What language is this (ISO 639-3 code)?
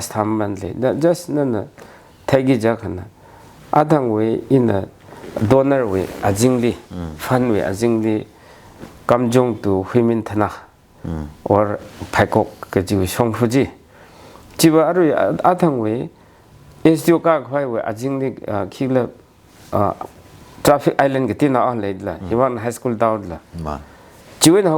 nmf